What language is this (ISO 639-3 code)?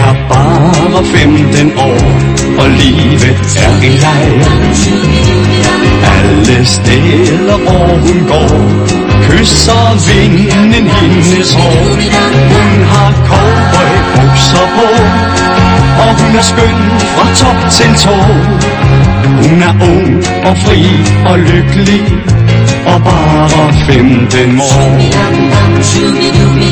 dan